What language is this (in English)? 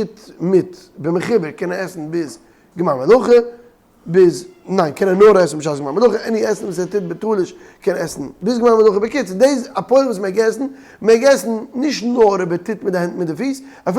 Yiddish